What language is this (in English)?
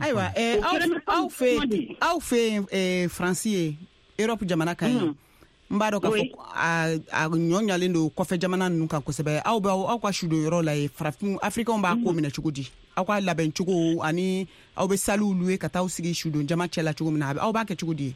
Bambara